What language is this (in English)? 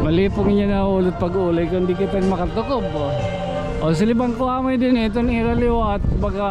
Waray